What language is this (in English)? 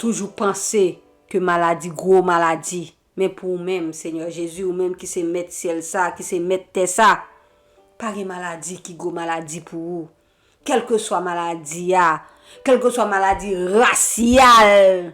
Haitian Creole